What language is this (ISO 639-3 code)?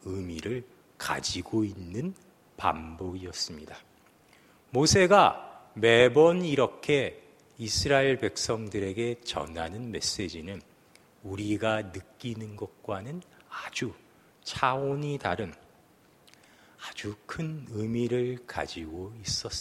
kor